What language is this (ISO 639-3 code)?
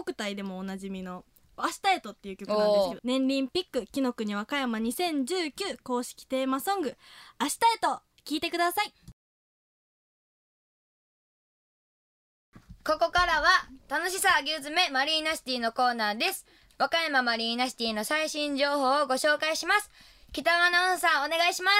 jpn